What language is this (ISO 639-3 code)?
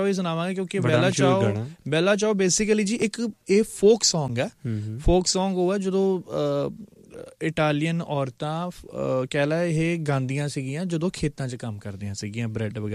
pan